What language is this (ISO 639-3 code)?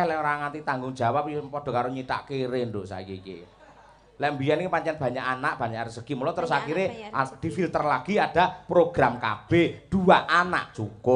jav